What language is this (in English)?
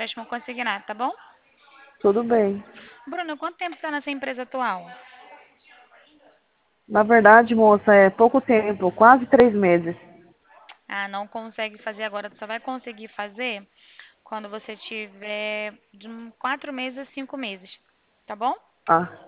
Portuguese